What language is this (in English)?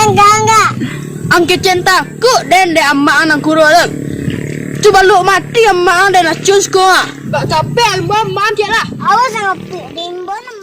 Minangkabau